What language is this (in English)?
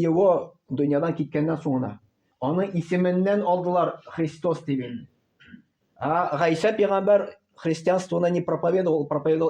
Tatar